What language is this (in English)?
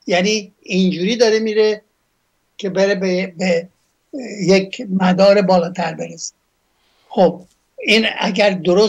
Persian